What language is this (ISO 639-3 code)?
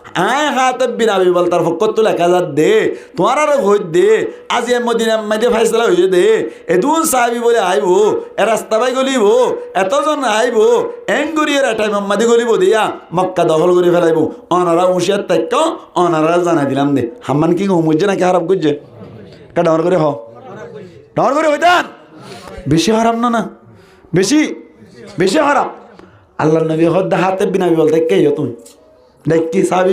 rhg